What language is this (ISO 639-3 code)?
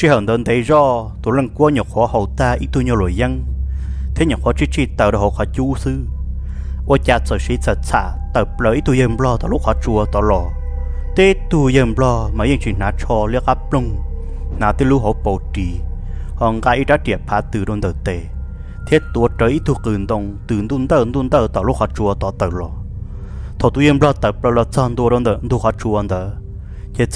hmn